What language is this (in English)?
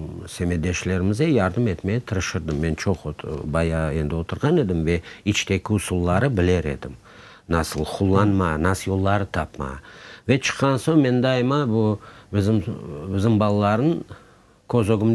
Crimean Tatar